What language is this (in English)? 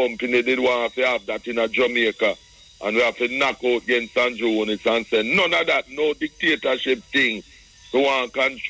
Jamaican Creole English